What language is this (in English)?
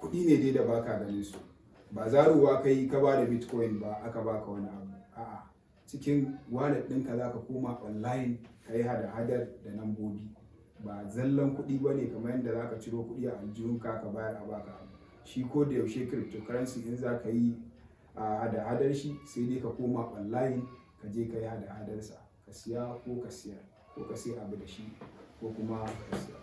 Hausa